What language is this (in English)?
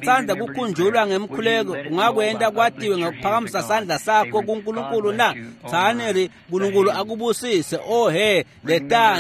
Swati